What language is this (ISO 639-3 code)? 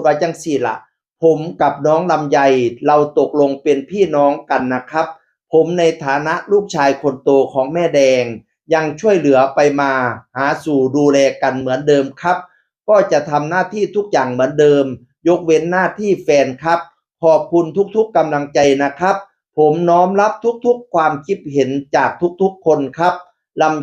tts